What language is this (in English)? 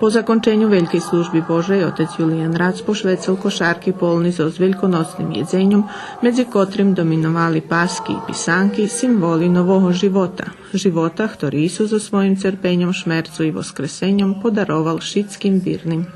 Rusyn